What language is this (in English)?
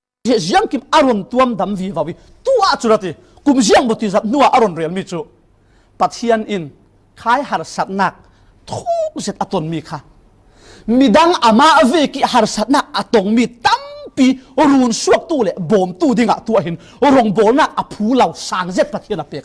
Falam Chin